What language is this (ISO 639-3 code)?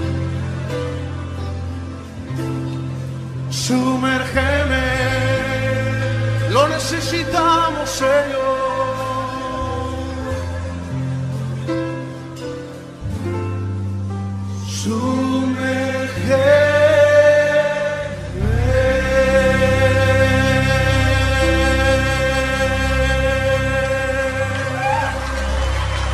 spa